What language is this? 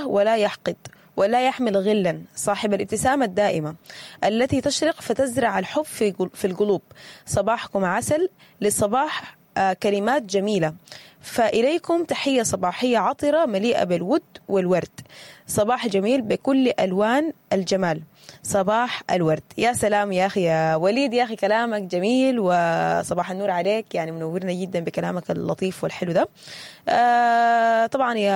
Sudanese Arabic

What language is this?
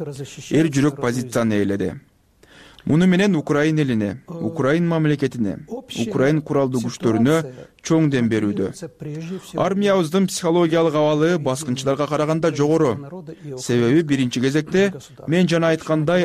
Kyrgyz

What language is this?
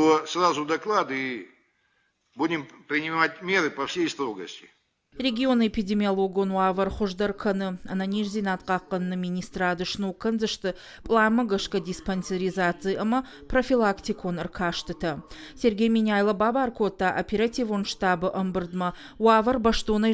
Ossetic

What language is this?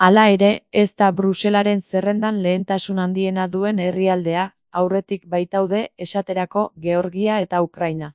Basque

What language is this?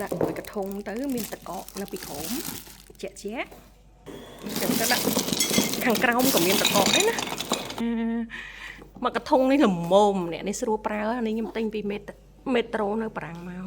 Khmer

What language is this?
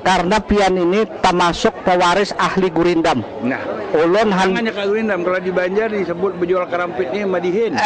Banjar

